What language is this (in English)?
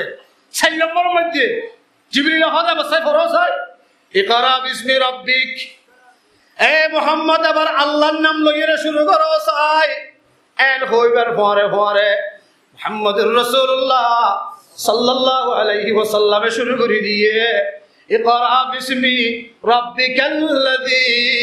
Rohingya